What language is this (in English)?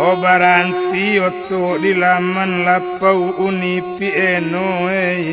Minangkabau